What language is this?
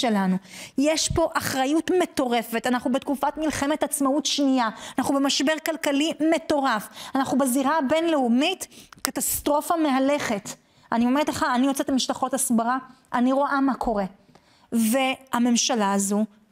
Hebrew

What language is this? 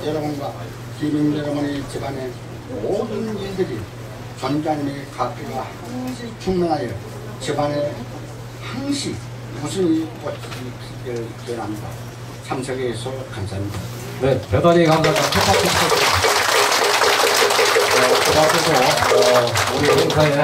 Korean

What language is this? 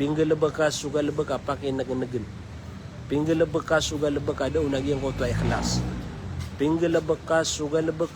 Maranao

